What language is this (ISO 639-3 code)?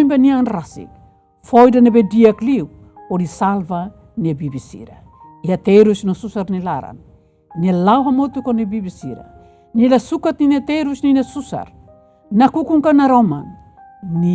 tet